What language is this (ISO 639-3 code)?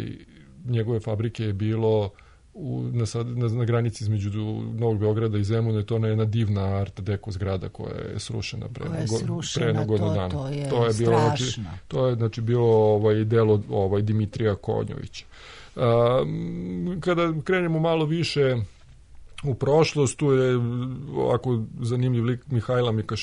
srp